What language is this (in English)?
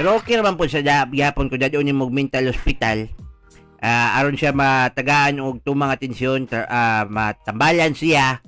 Cebuano